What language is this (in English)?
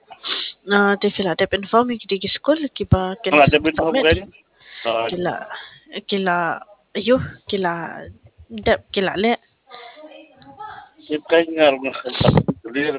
Khasi